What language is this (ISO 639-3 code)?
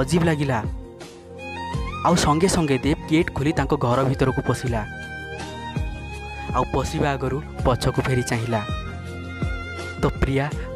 ori